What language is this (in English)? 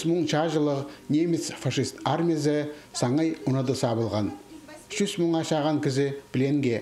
Khakas